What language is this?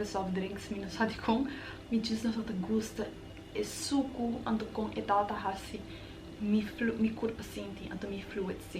Papiamento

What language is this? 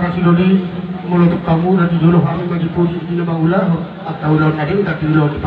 Batak Toba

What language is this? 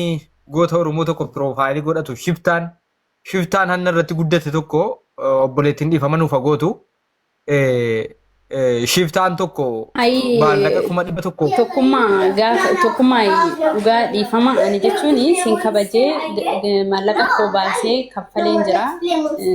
Oromo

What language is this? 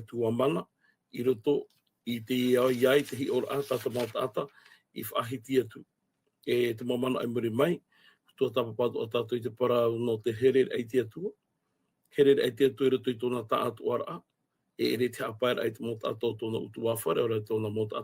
Tahitian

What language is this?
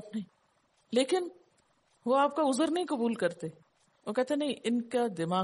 Urdu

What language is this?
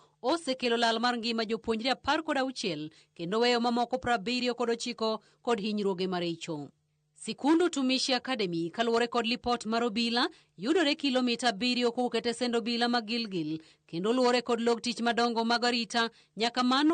Luo (Kenya and Tanzania)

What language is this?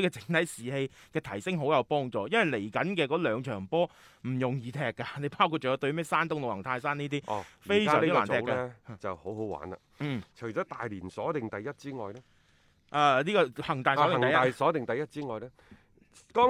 Cantonese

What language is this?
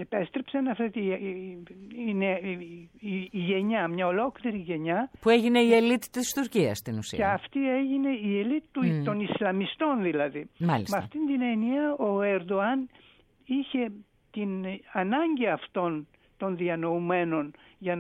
Greek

